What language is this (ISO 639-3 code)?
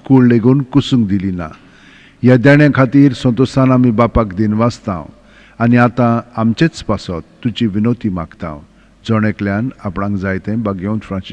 kok